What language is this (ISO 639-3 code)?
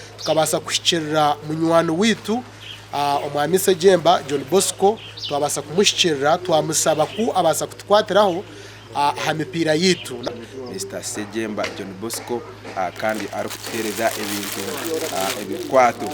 nyn